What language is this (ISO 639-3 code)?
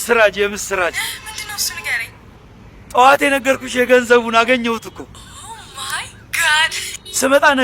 amh